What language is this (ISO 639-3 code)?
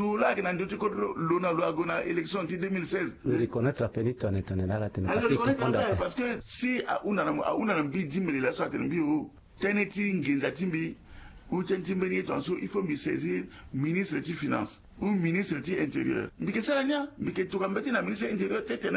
sag